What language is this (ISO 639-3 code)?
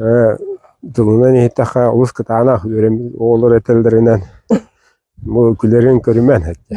sah